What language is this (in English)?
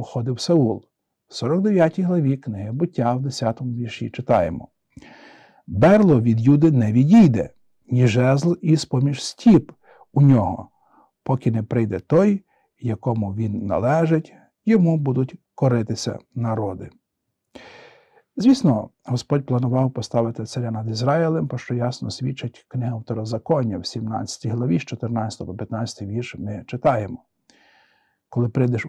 Ukrainian